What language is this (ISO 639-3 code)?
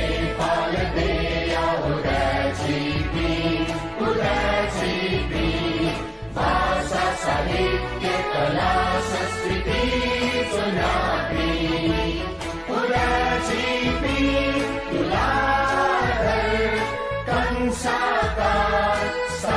new